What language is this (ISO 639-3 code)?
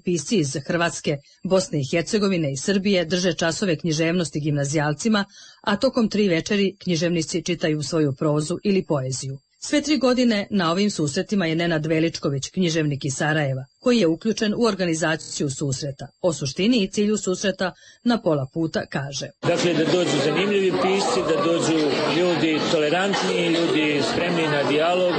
srp